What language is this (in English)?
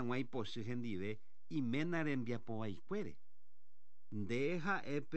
Guarani